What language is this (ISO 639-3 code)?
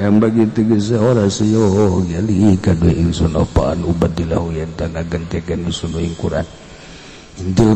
sun